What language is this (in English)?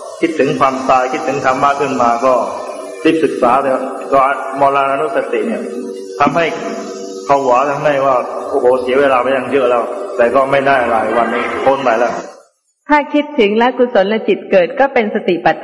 Thai